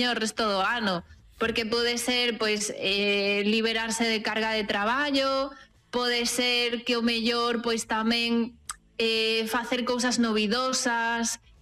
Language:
Galician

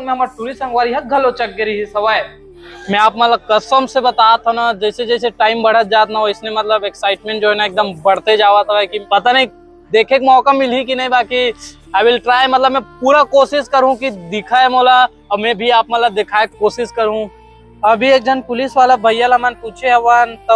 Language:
Chhattisgarhi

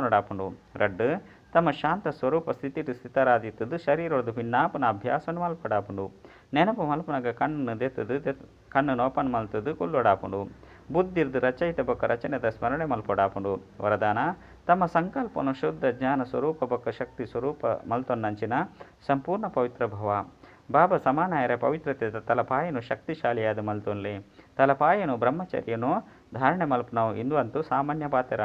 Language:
Tulu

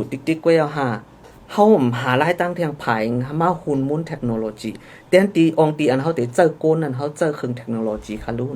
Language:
Shan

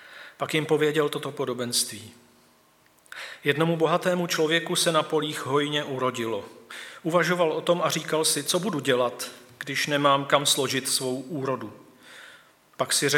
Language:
Czech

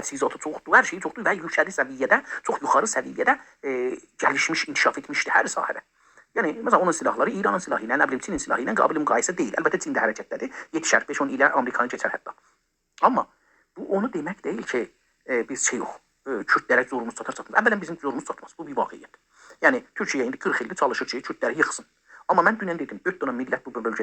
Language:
South Azerbaijani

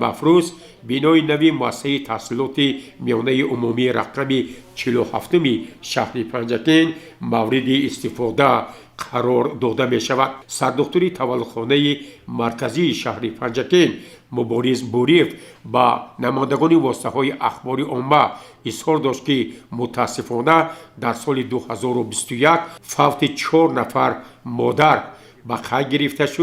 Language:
Tajik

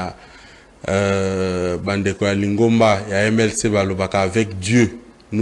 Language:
Lingala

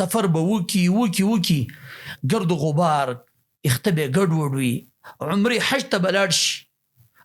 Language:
Pashto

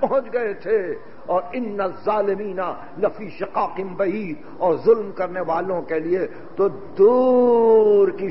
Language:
Urdu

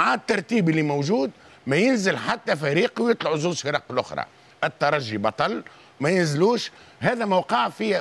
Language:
Tunisian Arabic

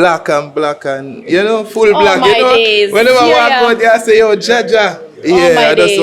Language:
Jamaican Creole English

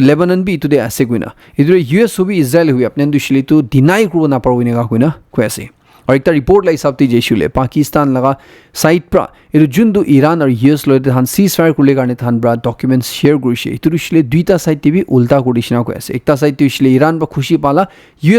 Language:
Naga Pidgin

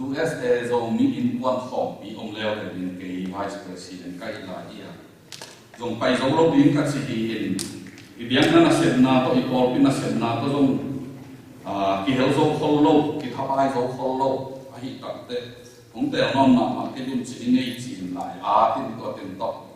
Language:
Tedim Chin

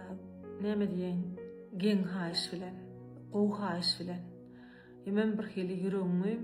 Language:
Turkmen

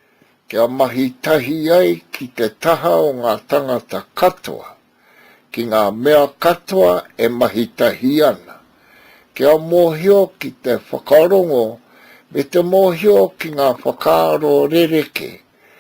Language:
Māori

